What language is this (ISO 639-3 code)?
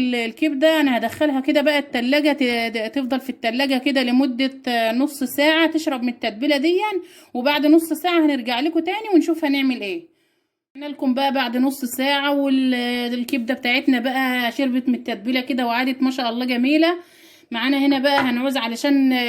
arz